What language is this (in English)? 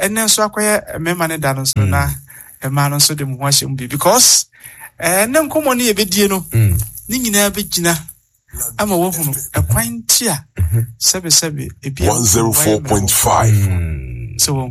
Akan